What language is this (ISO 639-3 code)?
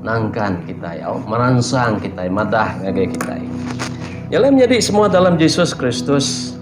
iba